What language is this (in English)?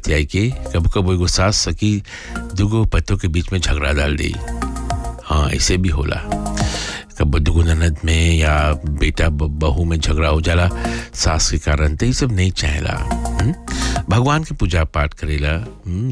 Bhojpuri